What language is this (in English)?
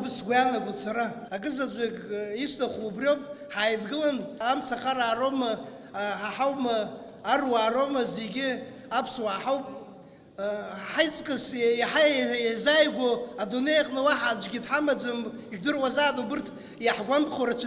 Abkhazian